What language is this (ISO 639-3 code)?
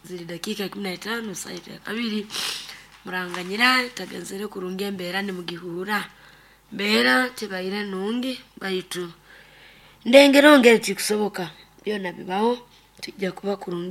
nyo